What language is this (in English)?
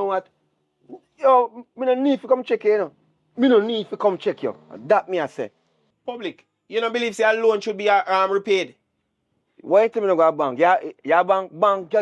Jamaican Creole English